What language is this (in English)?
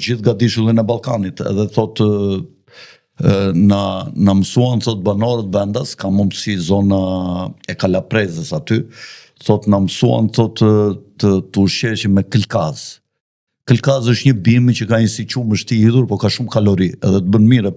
Albanian